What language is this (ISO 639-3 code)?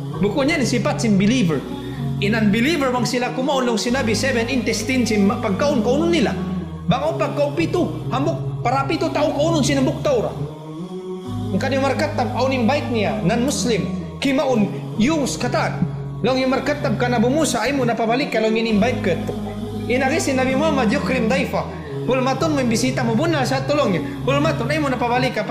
tsg